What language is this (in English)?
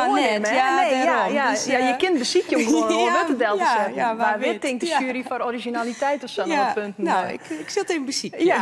Western Frisian